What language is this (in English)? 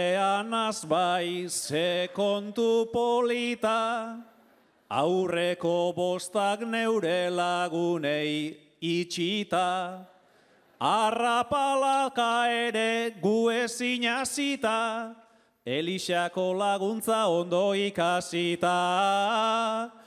Basque